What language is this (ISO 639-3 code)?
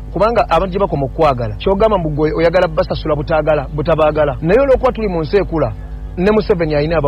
lug